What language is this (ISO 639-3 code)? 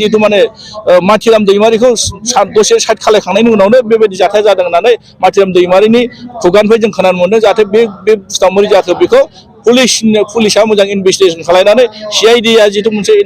brx